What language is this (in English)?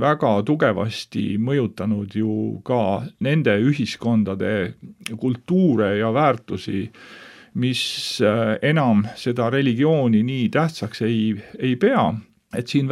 Estonian